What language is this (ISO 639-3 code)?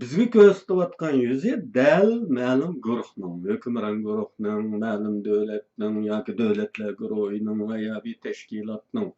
uig